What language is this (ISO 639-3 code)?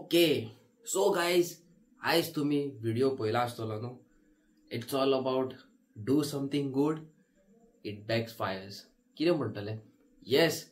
kok